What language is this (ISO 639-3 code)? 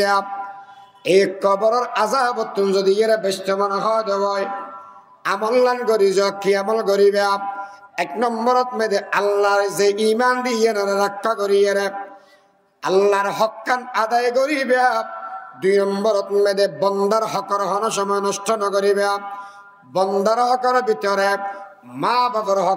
rhg